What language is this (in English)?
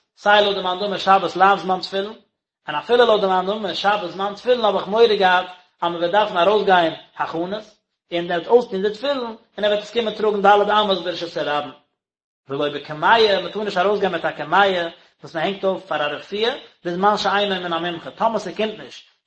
Yiddish